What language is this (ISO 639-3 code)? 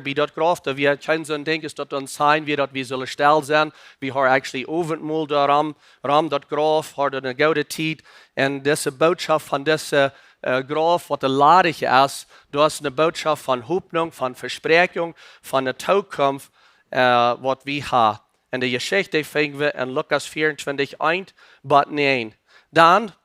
pdt